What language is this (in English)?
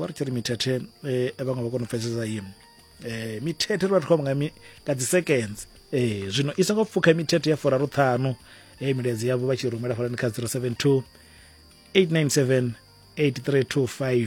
Venda